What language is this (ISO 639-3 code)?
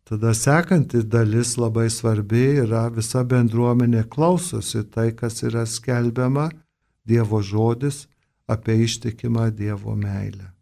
lit